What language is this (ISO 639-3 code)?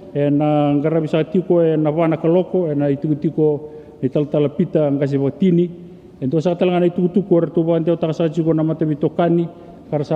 fij